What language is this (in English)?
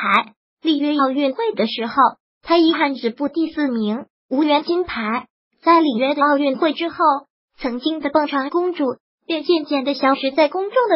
Chinese